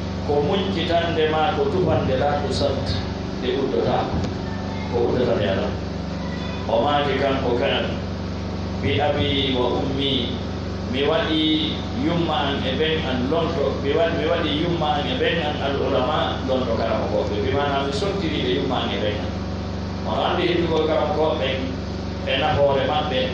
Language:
Pular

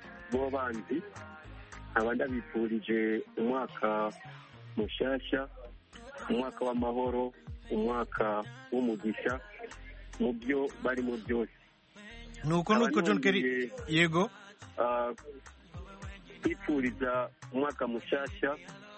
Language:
Kinyarwanda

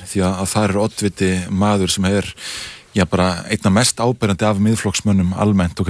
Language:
Icelandic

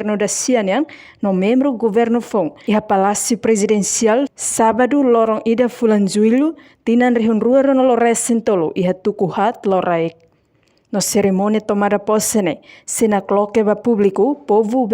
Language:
Tetum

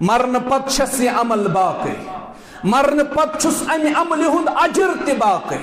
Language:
Kashmiri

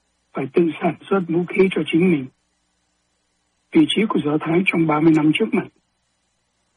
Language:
Vietnamese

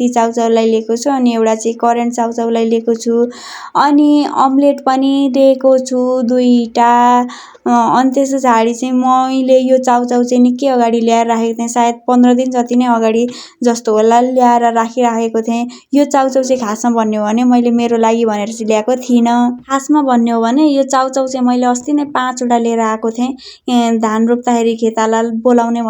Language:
Nepali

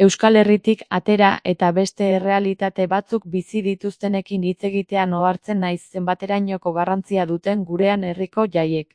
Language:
Basque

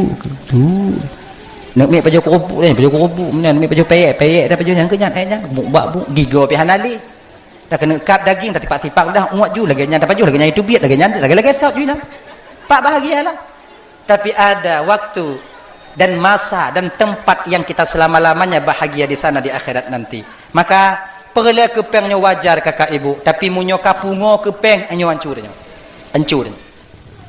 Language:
Achinese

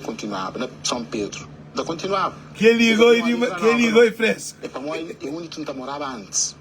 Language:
Kabuverdianu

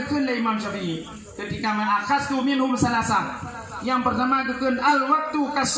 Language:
Achinese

